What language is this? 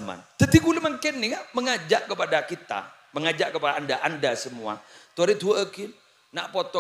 Madurese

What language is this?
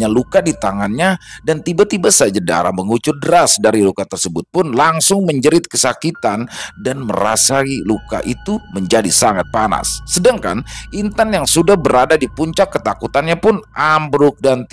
Indonesian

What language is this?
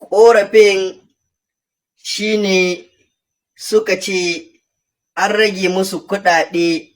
Hausa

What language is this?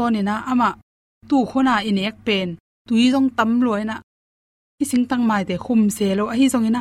Tedim Chin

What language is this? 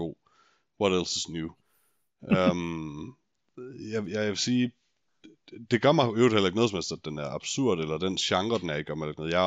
Danish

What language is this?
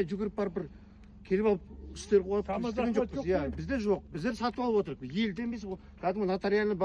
Kazakh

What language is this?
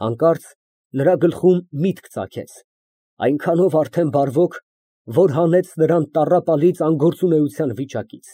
Armenian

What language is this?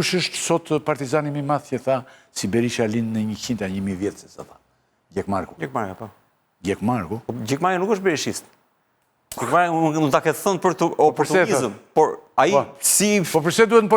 Albanian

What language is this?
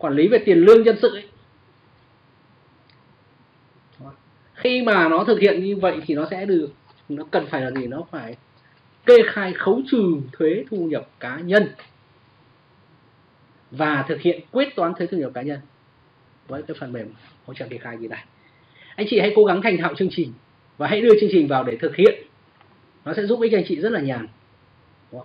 Vietnamese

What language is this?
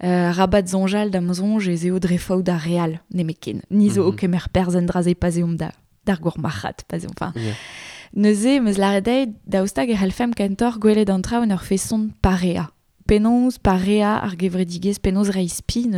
Breton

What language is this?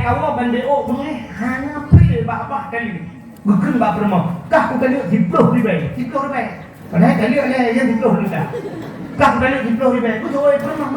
Achinese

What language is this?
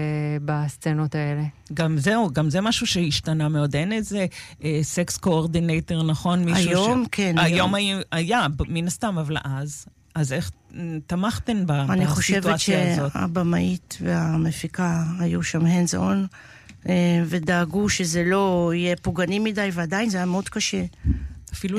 Hebrew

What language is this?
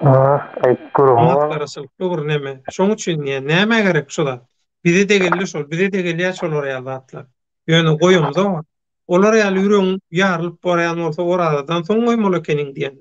Turkmen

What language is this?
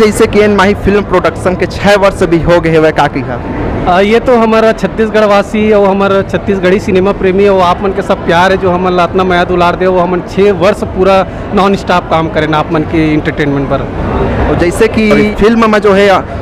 Chhattisgarhi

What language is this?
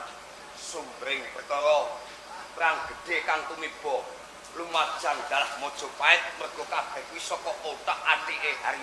Javanese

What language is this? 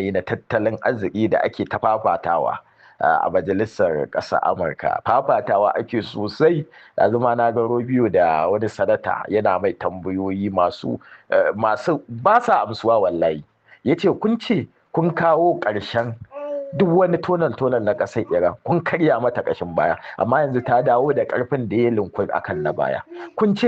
Hausa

